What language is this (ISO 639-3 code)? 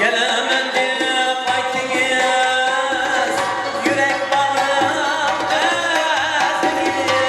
tuk